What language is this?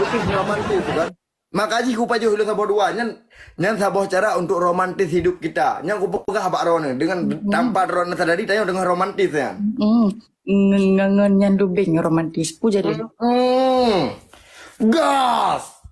Achinese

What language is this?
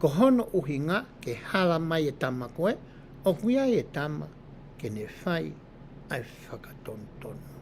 Tongan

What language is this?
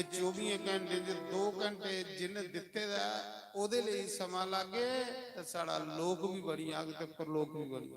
Dogri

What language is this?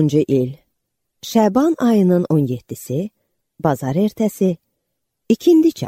Azerbaijani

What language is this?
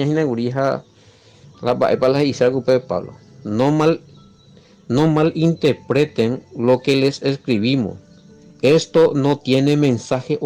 Guarani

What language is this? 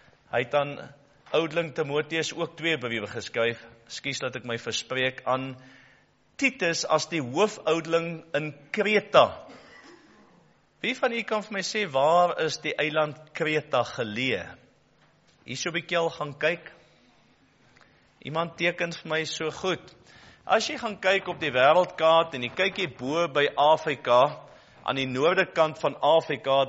Afrikaans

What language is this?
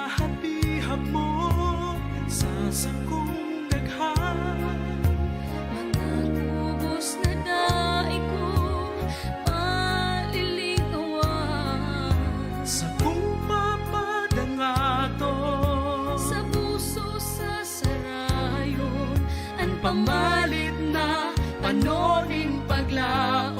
Bikol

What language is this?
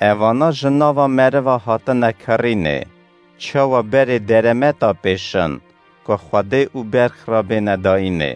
Kurdish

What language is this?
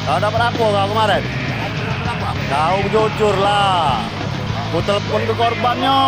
Musi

